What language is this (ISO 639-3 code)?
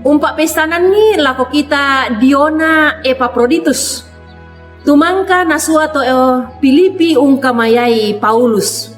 sda